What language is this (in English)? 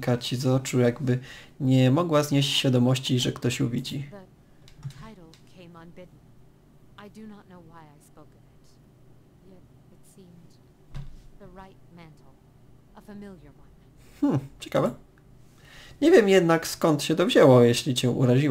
Polish